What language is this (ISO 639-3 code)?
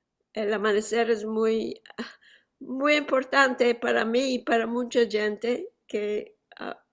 lad